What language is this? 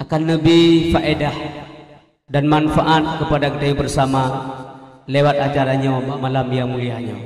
Achinese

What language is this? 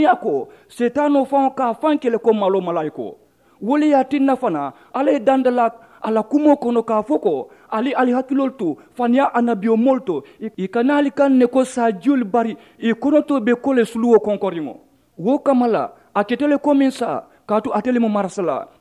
Mandingo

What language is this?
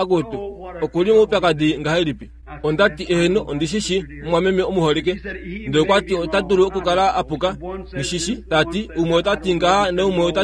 Kuanyama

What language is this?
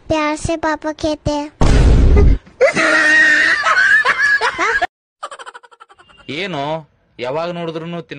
Kannada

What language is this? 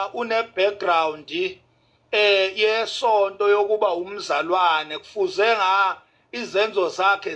Zulu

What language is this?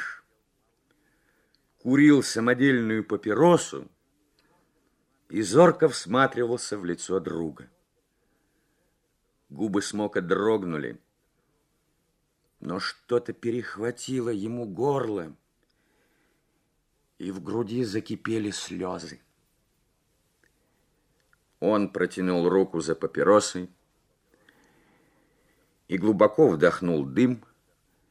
Russian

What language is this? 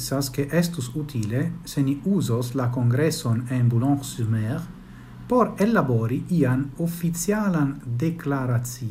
Esperanto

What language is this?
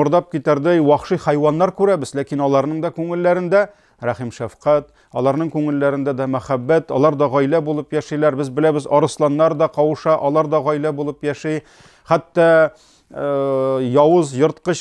Tatar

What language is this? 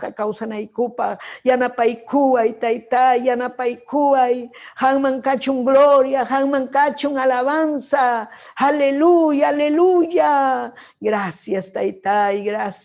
Ayacucho Quechua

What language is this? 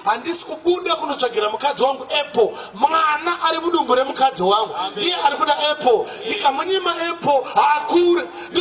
Shona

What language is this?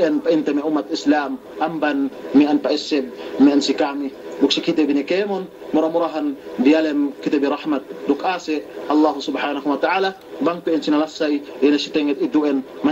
Yakan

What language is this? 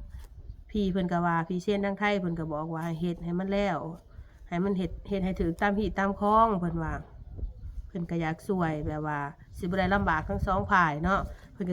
Northeastern Thai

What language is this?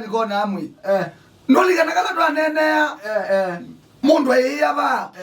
Kamba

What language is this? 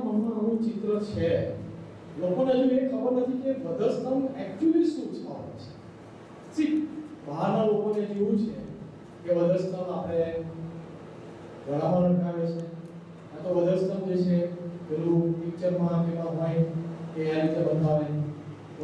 Gujarati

